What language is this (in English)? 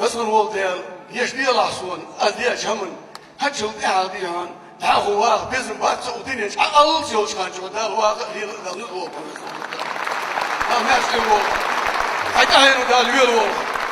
Ingush